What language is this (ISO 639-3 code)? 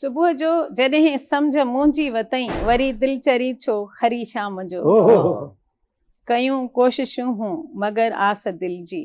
snd